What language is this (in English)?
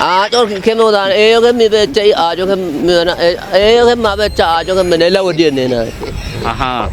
Kafa